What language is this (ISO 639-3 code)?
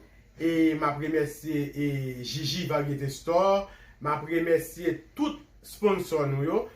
hat